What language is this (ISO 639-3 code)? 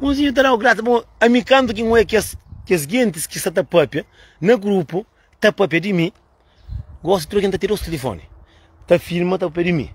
kea